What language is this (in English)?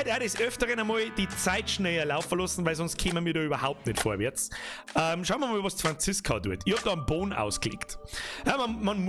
Bavarian